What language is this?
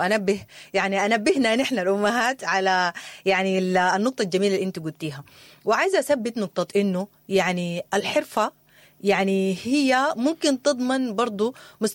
Sudanese Arabic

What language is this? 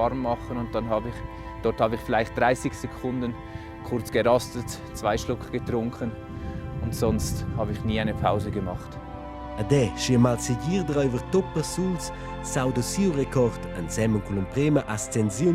Romansh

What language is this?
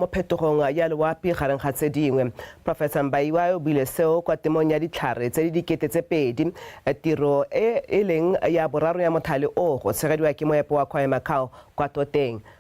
Tswana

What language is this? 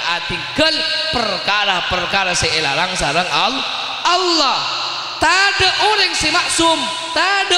Madurese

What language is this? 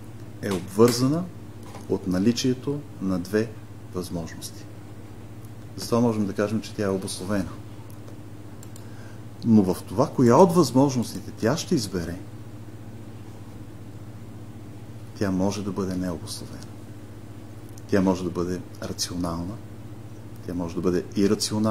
Bulgarian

